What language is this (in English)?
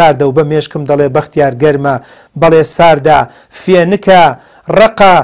Central Kurdish